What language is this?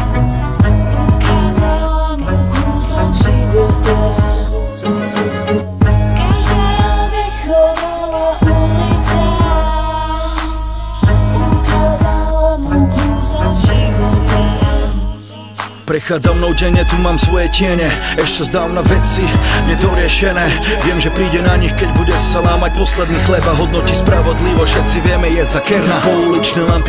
Slovak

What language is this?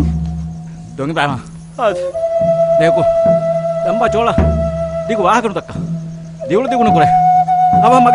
Divehi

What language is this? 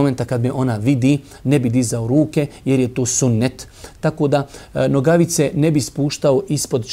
Bosnian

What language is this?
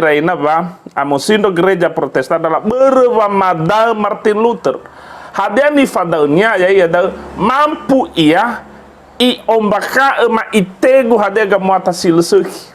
Nias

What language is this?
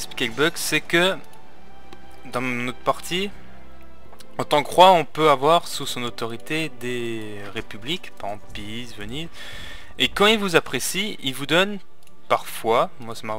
French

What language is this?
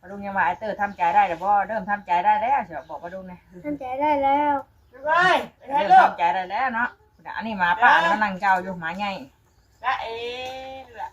Northeastern Thai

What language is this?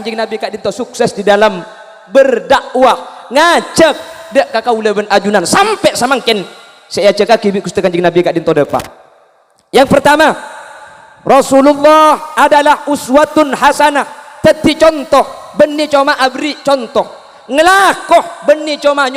Madurese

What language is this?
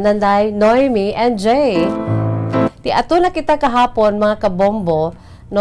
Hiligaynon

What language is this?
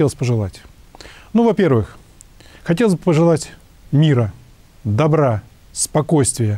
Russian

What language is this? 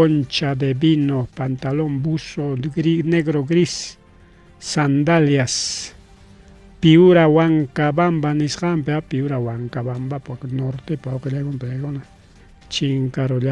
Ayacucho Quechua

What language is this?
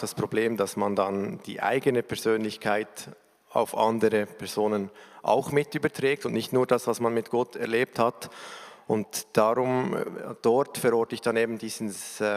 Swiss German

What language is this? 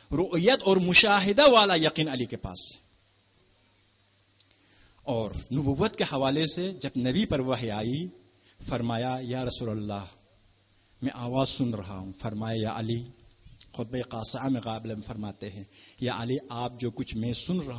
Urdu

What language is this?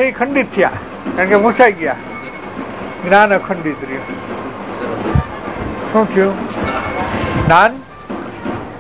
Gujarati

